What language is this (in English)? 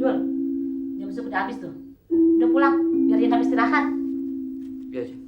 Betawi